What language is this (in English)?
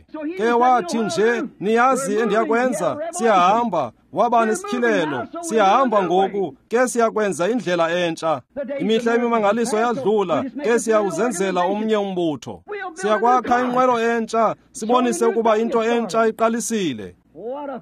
Xhosa